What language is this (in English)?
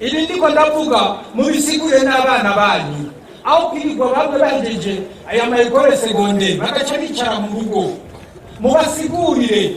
Rundi